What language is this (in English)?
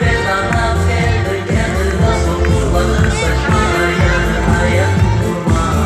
Crimean Tatar